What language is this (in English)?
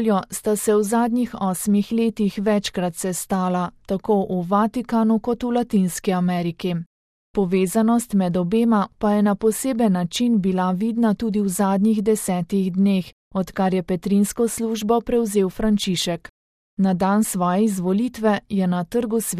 Slovenian